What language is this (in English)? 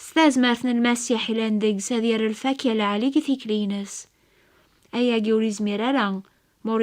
Kabyle